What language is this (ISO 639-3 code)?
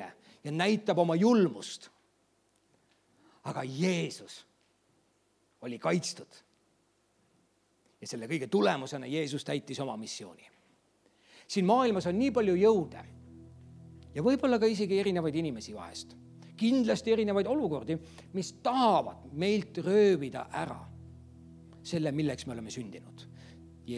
est